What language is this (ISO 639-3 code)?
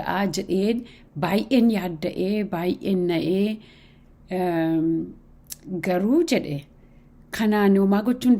orm